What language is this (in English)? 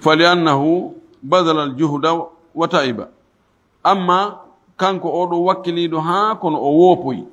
Fula